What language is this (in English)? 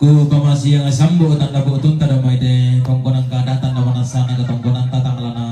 Toraja-Sa'dan